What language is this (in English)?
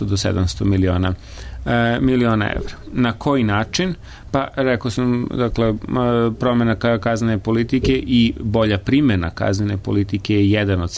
Serbian